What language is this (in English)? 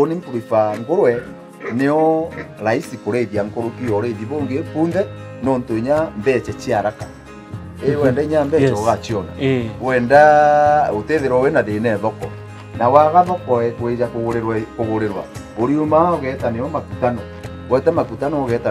Meru